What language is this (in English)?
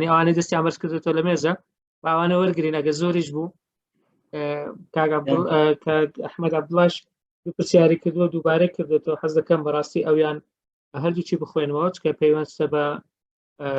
Central Kurdish